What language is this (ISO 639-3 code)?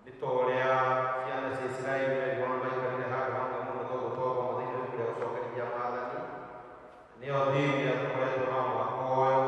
kik